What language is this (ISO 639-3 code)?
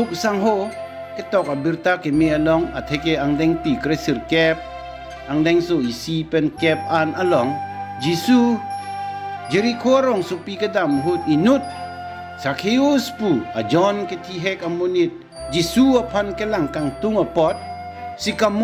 mjw